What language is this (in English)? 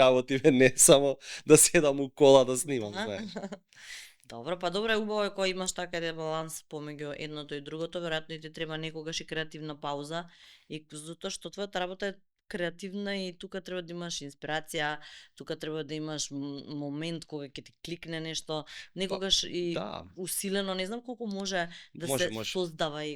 Macedonian